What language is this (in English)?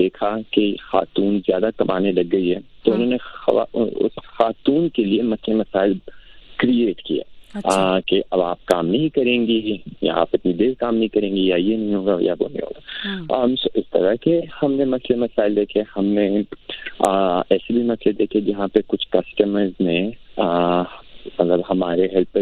Urdu